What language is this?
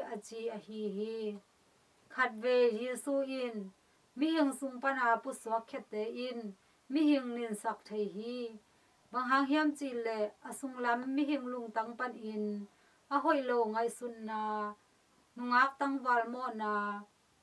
Tedim Chin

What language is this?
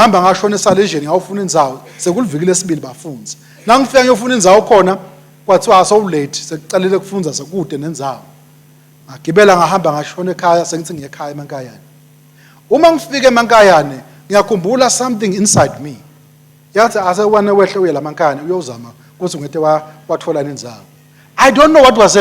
Swati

